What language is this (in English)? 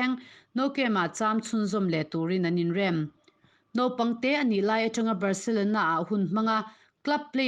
Mizo